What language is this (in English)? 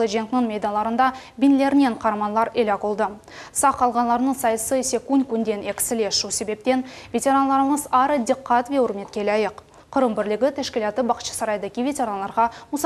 Crimean Tatar